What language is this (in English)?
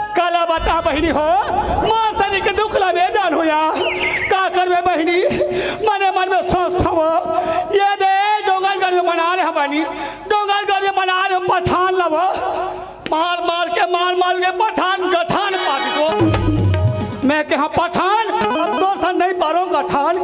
Chhattisgarhi